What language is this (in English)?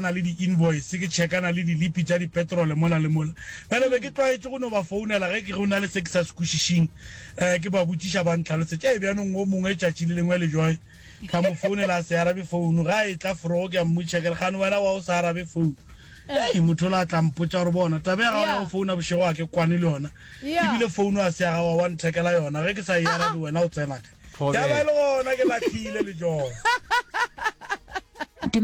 Northern Sotho